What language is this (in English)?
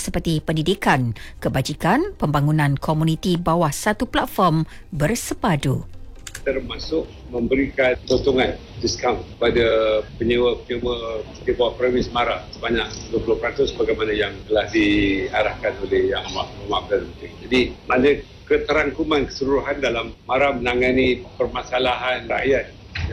Malay